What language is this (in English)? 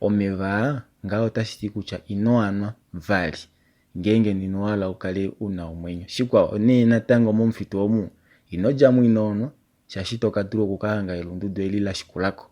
Kuanyama